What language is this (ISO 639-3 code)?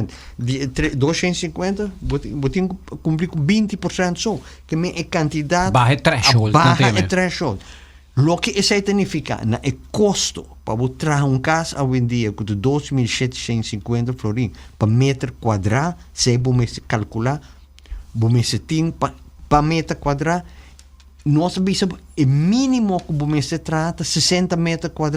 pap